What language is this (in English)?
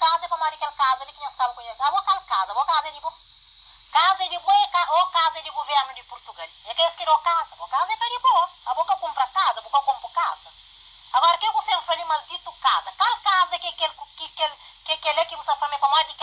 Kabuverdianu